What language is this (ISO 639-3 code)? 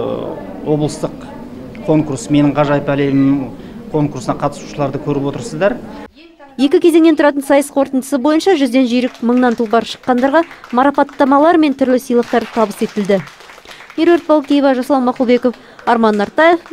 kaz